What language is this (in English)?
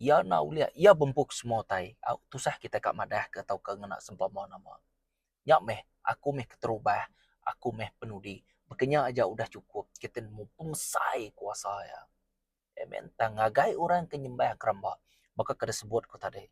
Iban